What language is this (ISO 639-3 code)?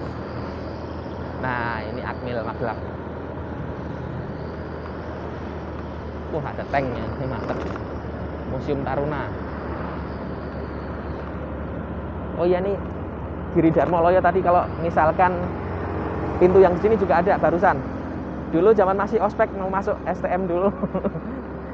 ind